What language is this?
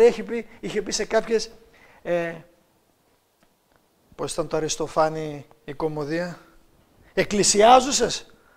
Greek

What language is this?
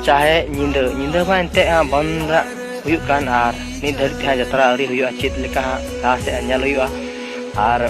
Santali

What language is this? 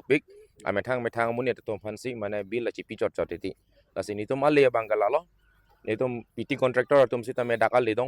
Karbi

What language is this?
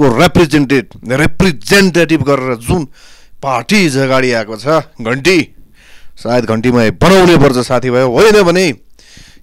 Nepali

